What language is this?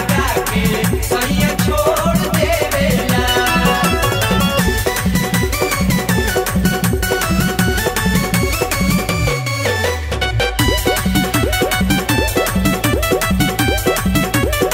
Bhojpuri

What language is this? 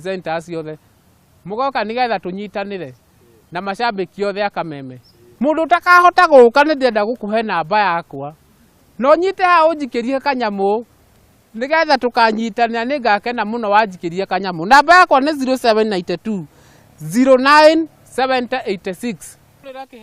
Kikuyu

